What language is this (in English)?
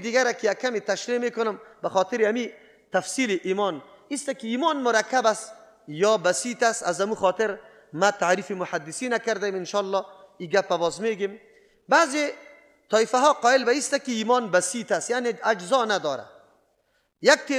Persian